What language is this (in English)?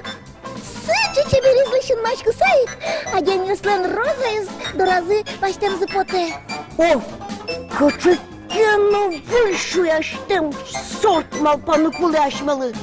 Udmurt